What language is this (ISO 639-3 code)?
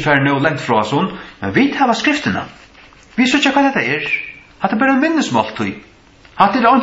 fao